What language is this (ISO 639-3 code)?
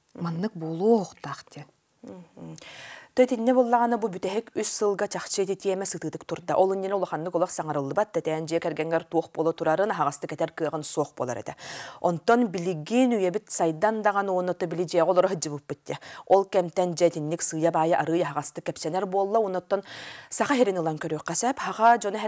sah